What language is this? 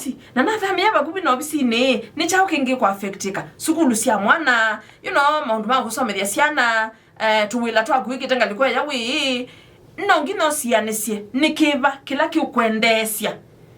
Kamba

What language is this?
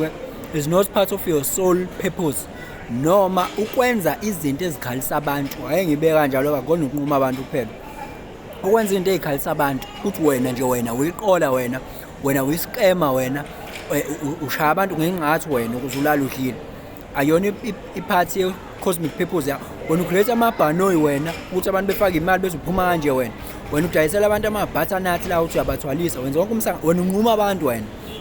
Zulu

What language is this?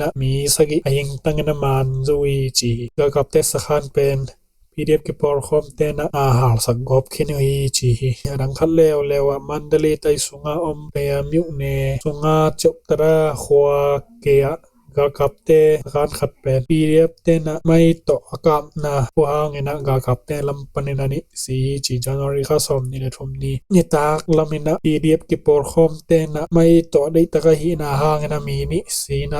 Tedim Chin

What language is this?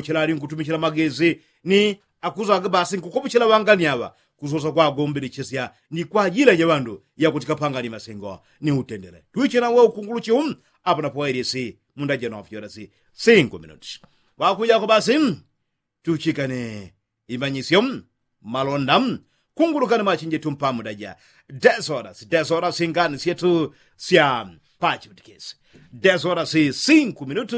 Yao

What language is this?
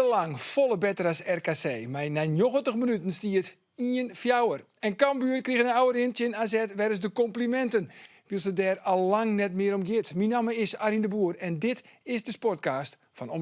Western Frisian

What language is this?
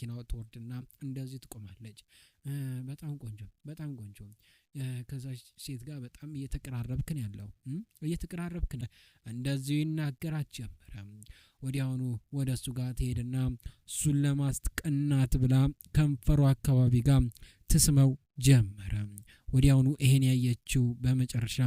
Amharic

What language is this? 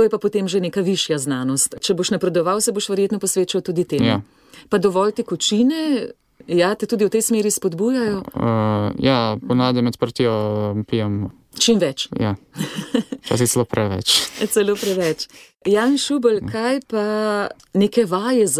Slovenian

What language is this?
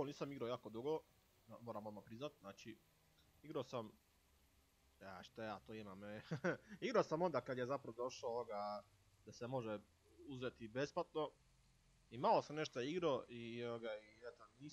Croatian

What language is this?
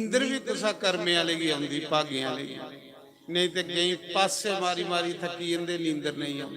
Dogri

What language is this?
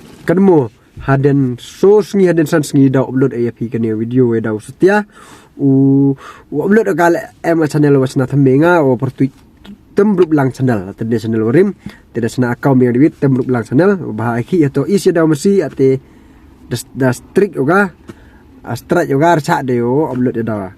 Pnar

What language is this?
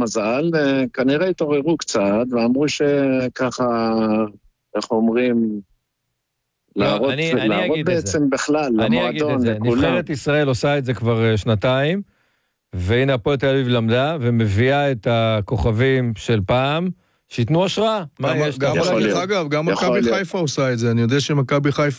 Hebrew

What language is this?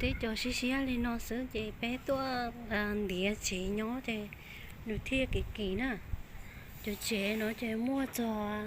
Hmong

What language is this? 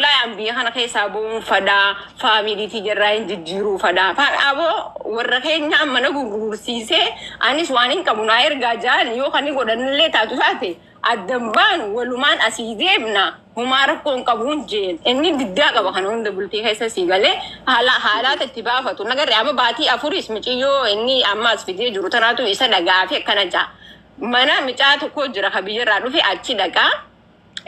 Oromo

